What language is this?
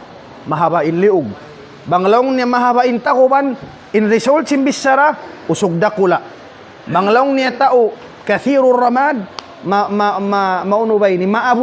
Tausug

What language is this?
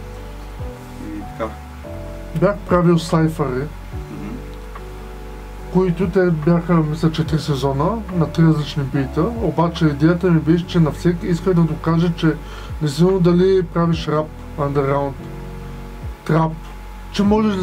Bulgarian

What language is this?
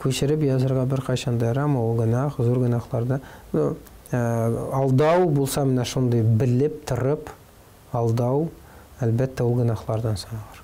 Tatar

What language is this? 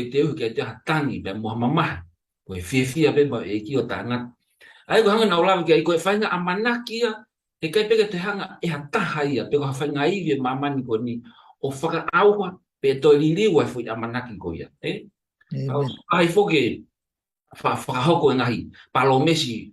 Tongan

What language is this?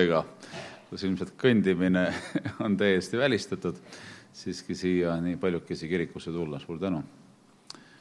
Estonian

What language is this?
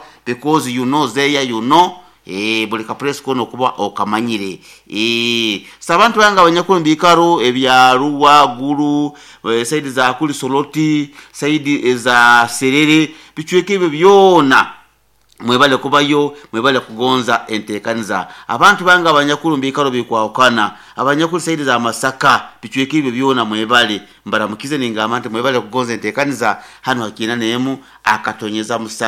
Nyoro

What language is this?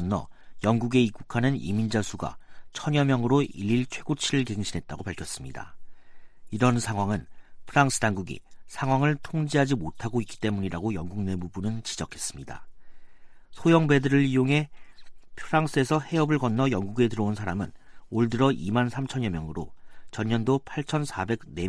Korean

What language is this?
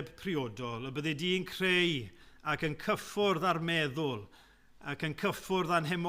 Welsh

